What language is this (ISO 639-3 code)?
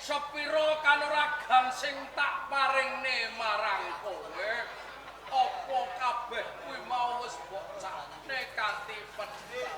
jav